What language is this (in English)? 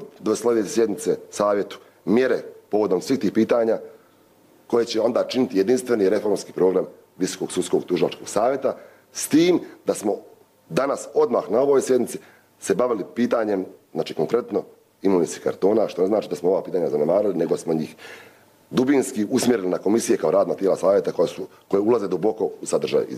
Croatian